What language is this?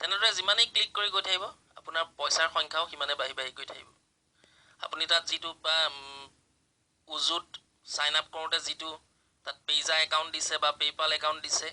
Assamese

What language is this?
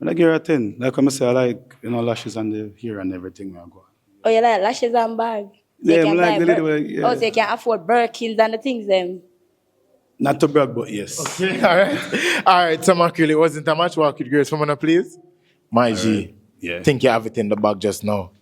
Jamaican Creole English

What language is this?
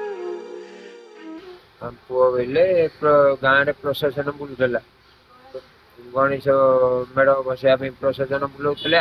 Odia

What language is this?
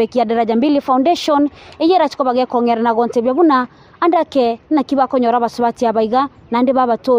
Gusii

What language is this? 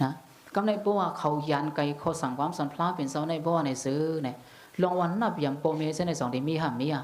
Shan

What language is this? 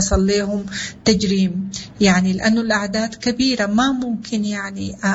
Sudanese Arabic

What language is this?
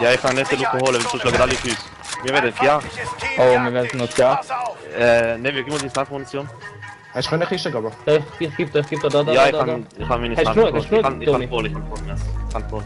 Swiss German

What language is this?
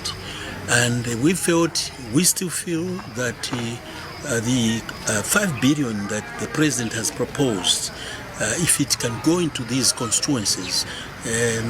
English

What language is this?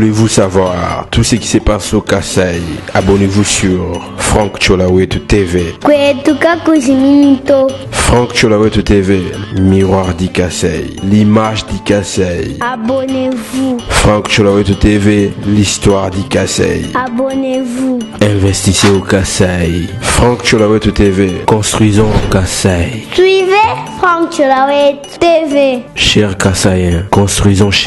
Luba-Lulua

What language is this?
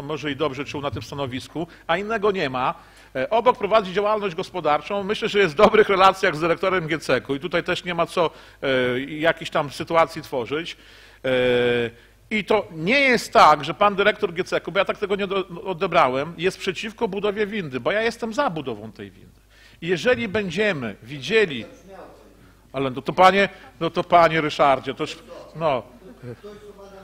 Polish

